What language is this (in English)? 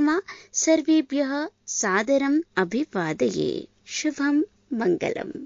Sanskrit